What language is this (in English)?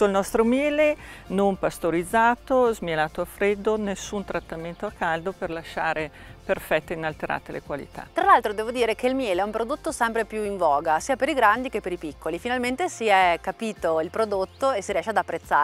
Italian